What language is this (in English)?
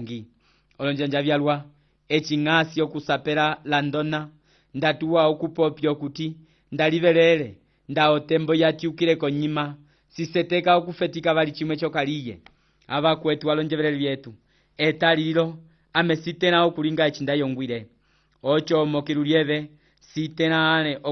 Umbundu